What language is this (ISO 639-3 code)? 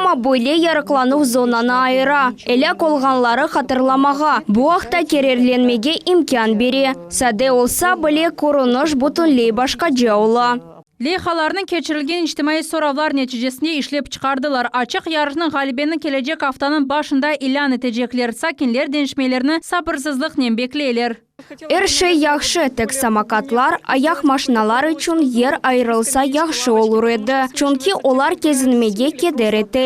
crh